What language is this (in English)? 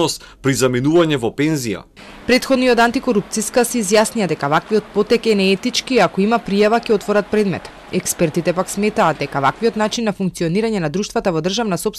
Macedonian